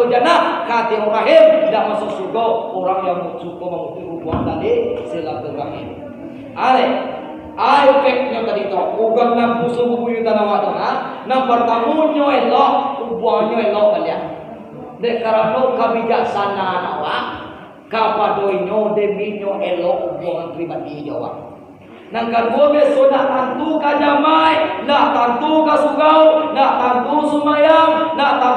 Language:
Minangkabau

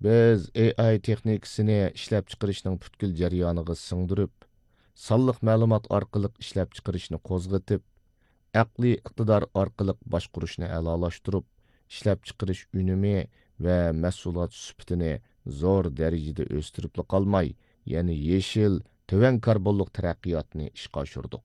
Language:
Uyghur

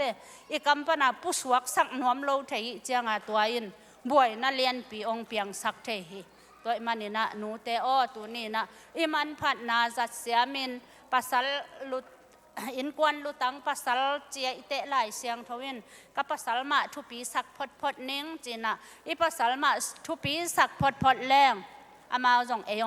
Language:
Tedim Chin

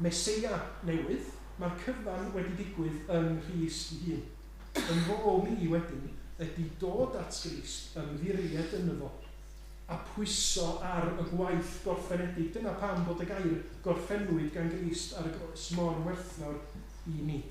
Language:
Welsh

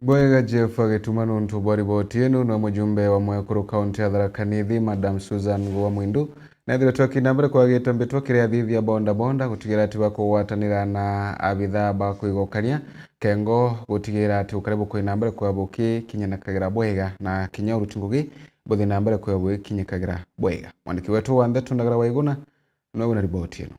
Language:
Meru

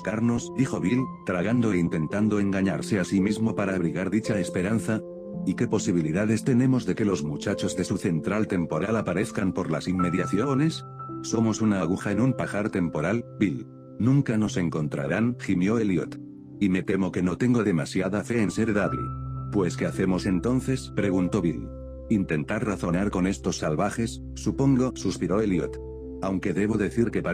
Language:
Spanish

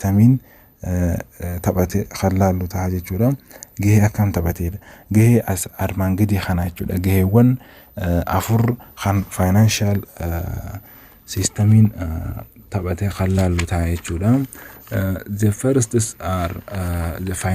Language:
Oromo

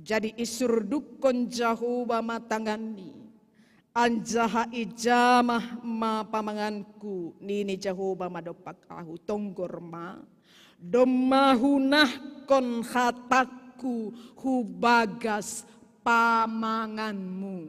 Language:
Batak Simalungun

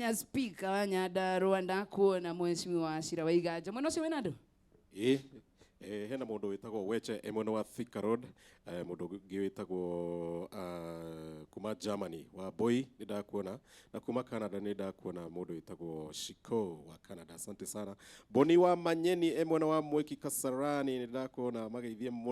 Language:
Kikuyu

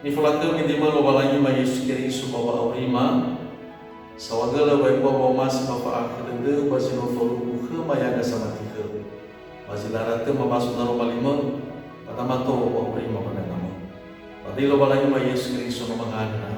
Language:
Nias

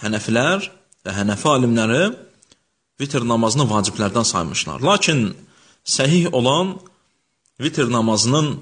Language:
Azerbaijani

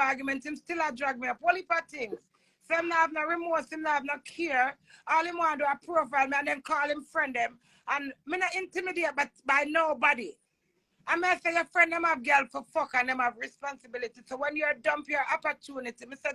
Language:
Jamaican Creole English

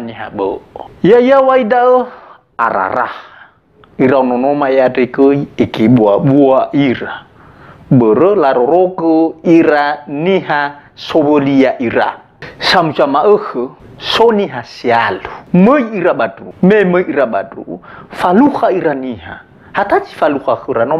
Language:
Nias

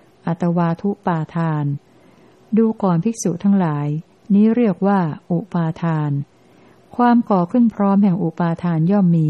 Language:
Thai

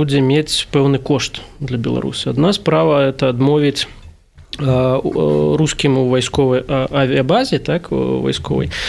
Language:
Belarusian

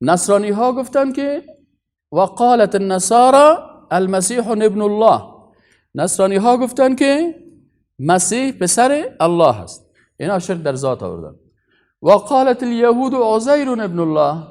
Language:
Persian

